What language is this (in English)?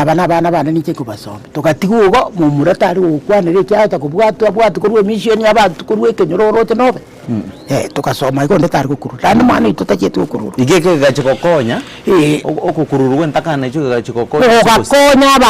Gusii